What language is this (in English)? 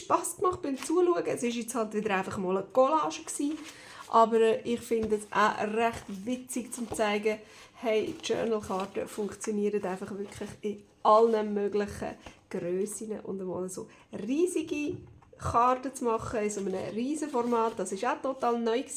Swiss German